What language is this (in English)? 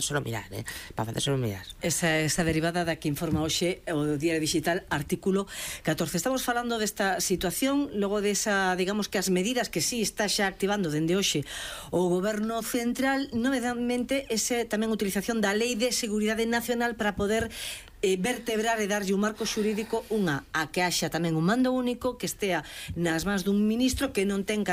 Galician